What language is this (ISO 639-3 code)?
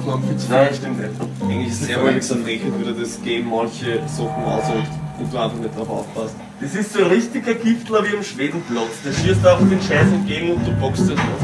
bar